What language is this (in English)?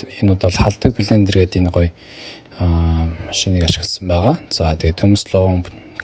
Mongolian